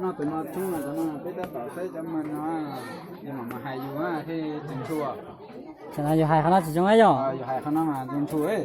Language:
Hmong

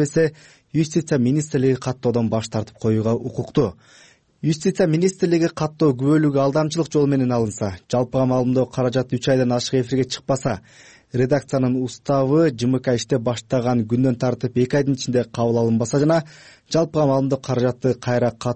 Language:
Kyrgyz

